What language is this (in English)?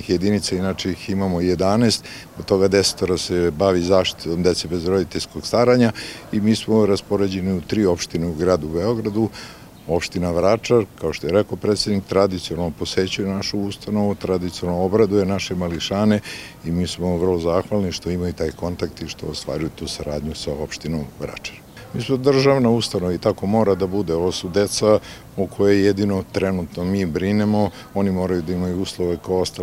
Serbian